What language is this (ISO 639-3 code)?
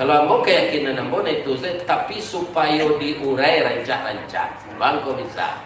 min